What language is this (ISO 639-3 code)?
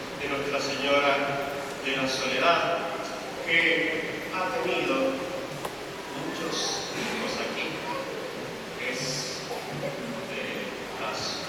spa